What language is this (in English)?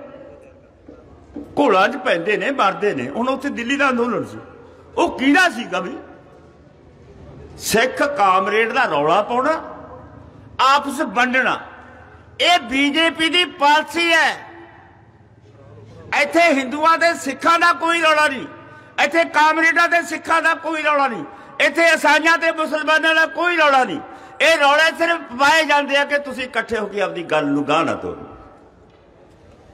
Punjabi